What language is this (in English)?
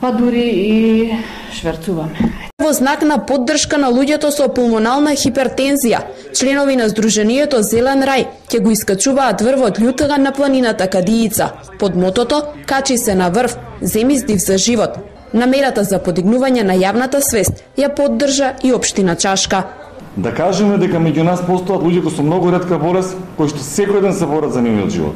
Macedonian